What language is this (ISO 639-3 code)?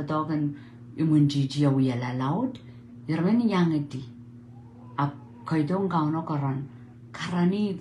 pon